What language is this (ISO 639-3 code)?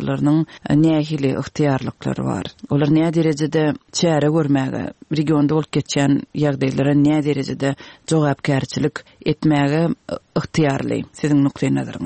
tuk